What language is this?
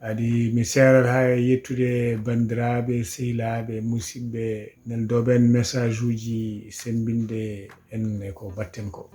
Fula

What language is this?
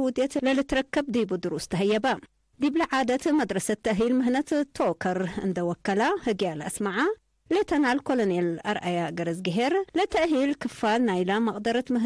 Tigre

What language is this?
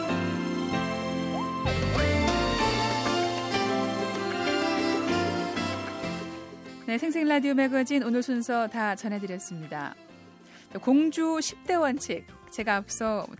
Korean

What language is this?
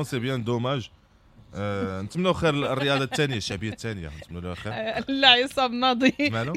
Moroccan Arabic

